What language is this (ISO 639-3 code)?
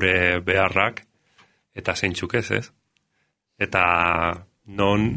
eus